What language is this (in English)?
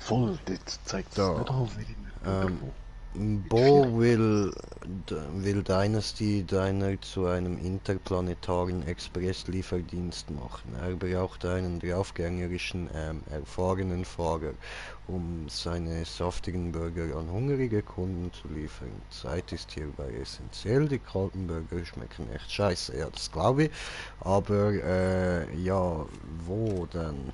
Swiss German